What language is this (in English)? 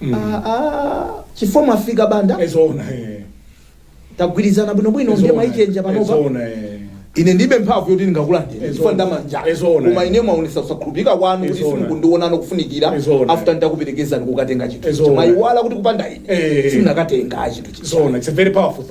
Nyanja